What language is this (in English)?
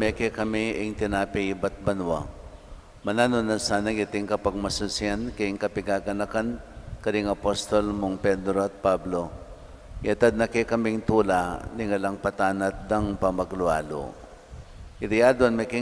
Pampanga